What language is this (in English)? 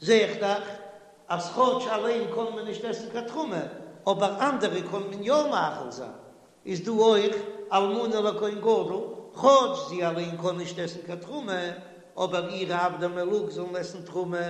Yiddish